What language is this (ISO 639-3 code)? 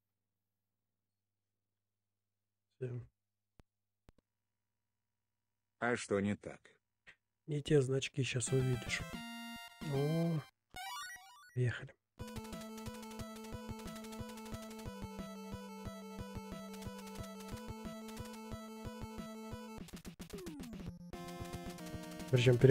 rus